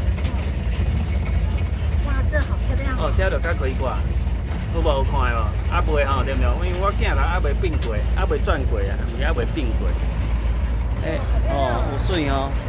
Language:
Min Nan Chinese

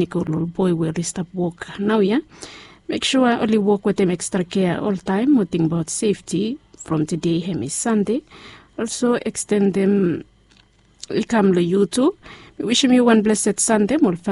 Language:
Bislama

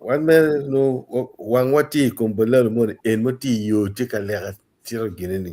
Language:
Acoli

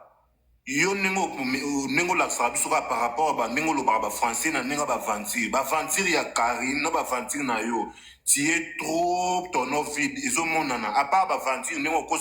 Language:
Lingala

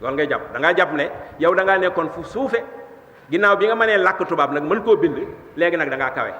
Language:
Wolof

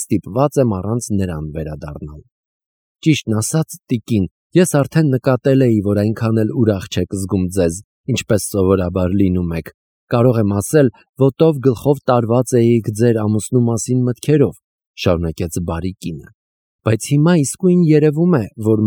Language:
Armenian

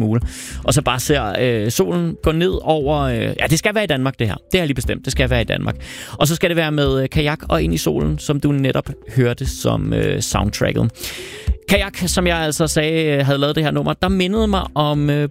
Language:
Danish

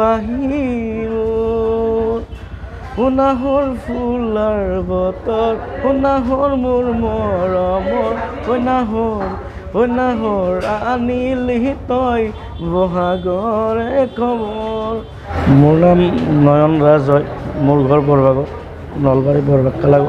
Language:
Assamese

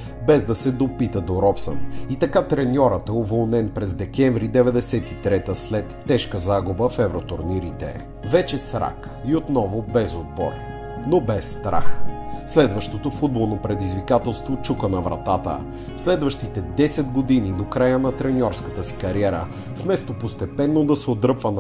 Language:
Bulgarian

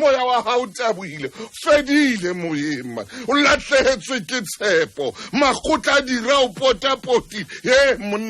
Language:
Southern Sotho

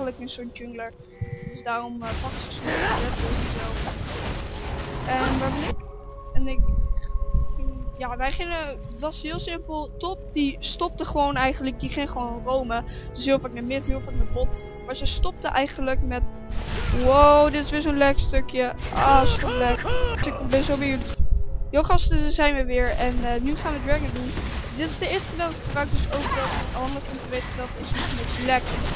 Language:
Dutch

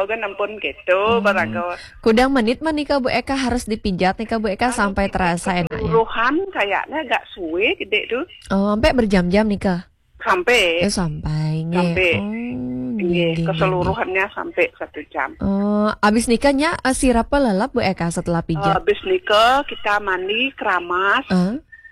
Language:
Balinese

